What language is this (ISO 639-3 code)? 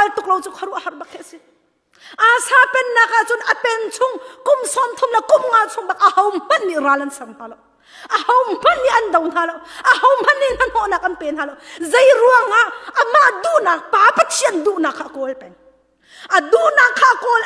cnh